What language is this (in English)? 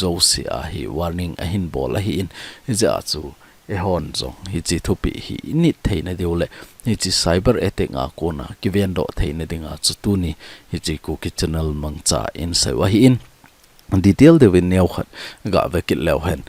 Thado Chin